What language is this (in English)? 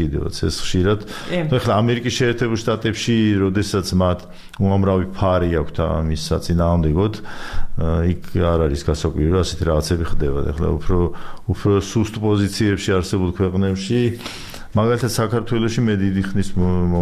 Georgian